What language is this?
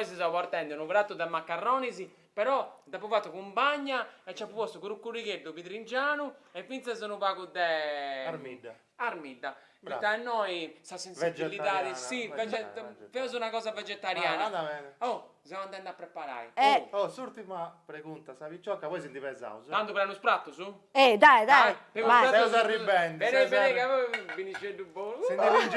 Sardinian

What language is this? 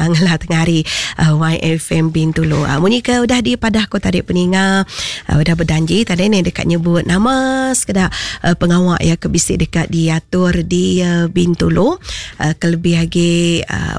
Iban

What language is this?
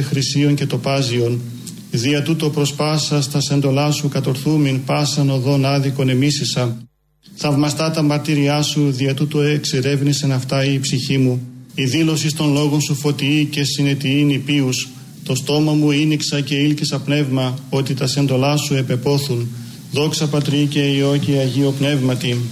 Greek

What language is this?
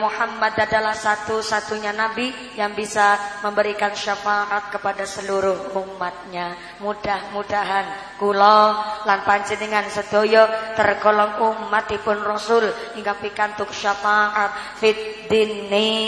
Javanese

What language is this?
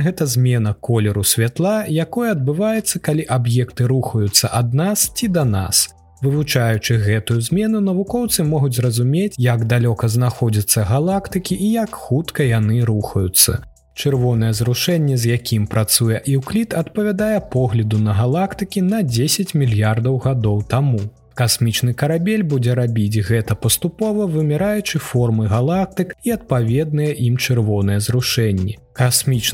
Belarusian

